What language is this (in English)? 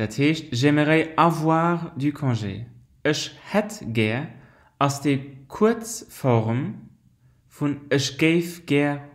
Luxembourgish